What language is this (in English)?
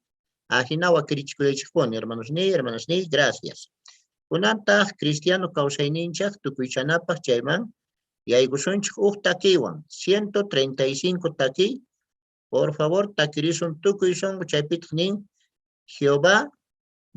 Quechua